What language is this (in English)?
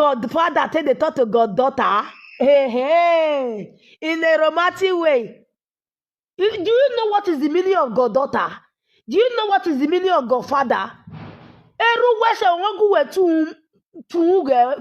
Nigerian Pidgin